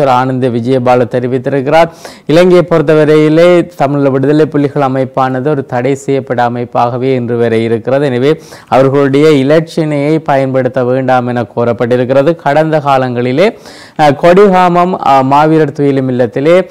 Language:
Tamil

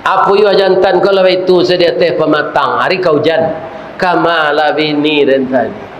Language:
Minangkabau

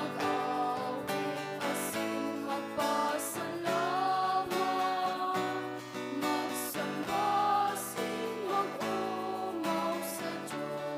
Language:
Bikol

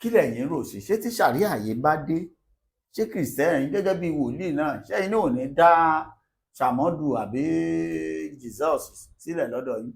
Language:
Yoruba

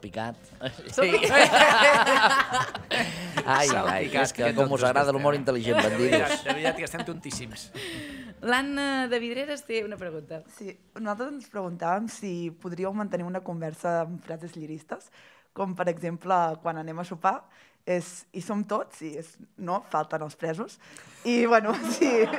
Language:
Catalan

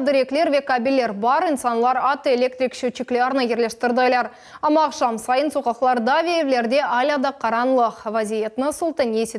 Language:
Crimean Tatar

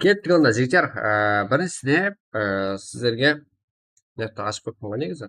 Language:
Kara-Kalpak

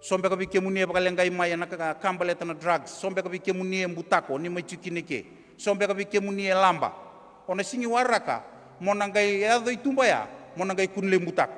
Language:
Fijian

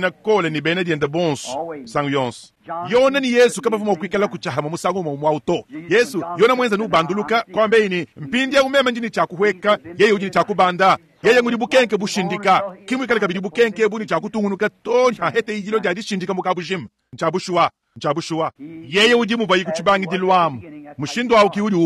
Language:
Luba-Lulua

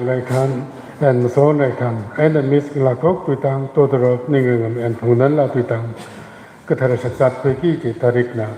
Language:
Tangkhul Naga (India)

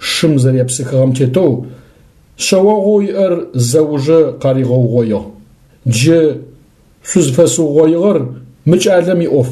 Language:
Adyghe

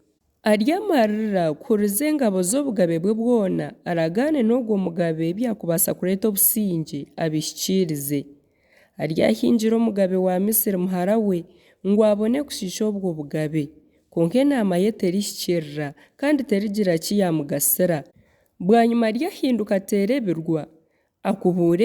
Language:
Nyankole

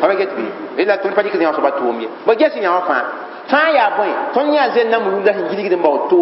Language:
Mossi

